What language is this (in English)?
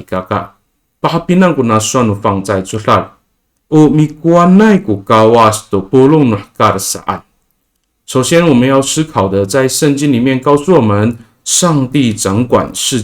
Amis